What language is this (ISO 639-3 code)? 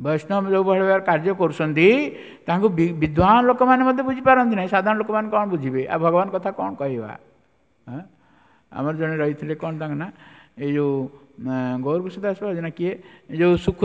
ori